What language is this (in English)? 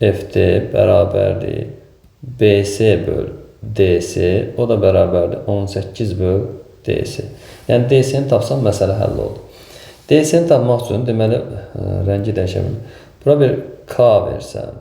Azerbaijani